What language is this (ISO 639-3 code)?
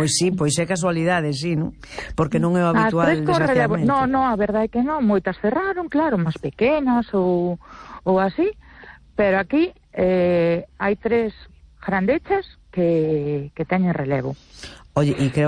glg